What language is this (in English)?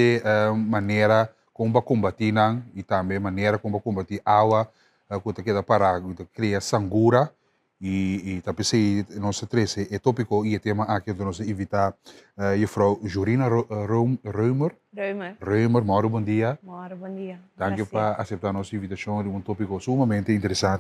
Papiamento